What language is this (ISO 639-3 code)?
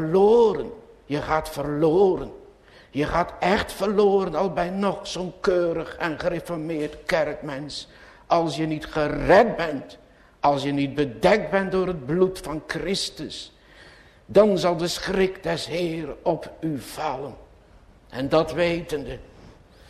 nld